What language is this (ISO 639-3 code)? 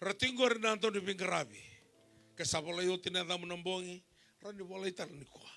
fij